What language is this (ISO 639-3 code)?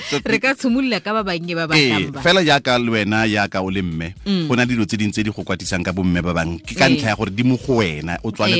tsn